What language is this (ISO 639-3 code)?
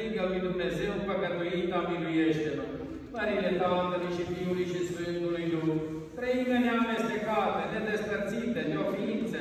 ron